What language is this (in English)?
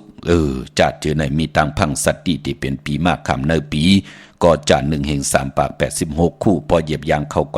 Shan